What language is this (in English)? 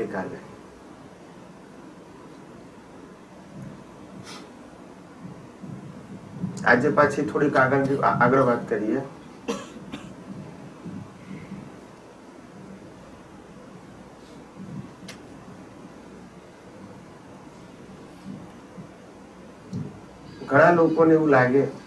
Gujarati